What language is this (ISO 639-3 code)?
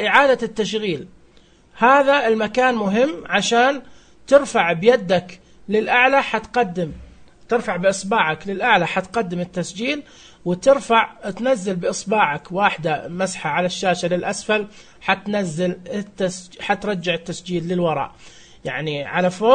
ars